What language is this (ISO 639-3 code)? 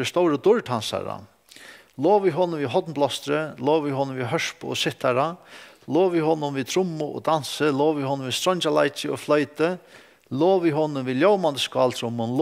fao